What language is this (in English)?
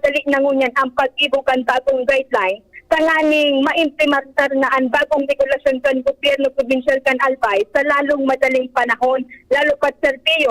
Bikol